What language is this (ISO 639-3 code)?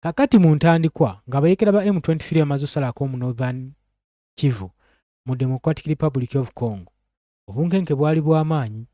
lug